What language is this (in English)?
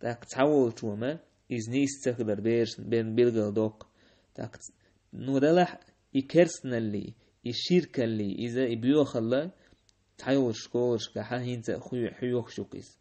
Chechen